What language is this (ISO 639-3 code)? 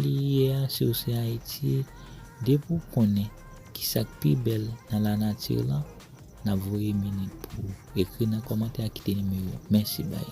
hat